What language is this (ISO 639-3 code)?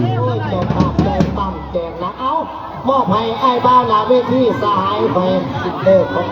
lao